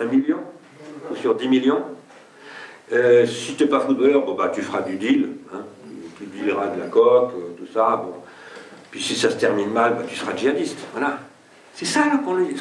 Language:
French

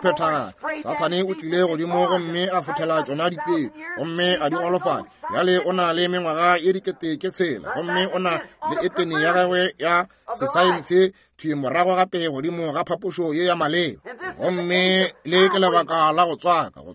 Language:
Northern Sotho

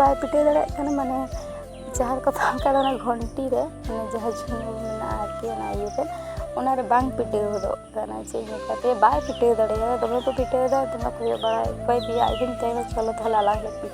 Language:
Santali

